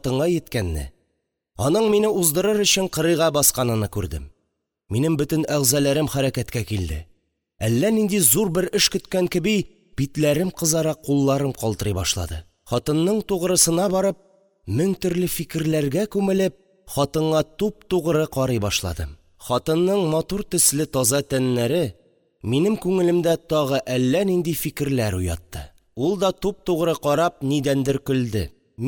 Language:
Tatar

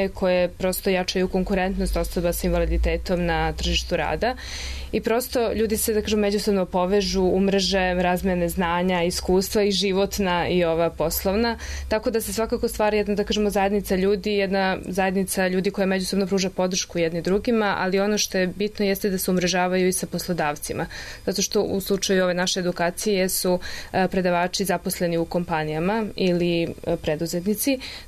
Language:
Serbian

